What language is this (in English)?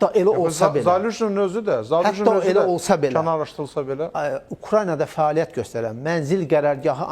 Azerbaijani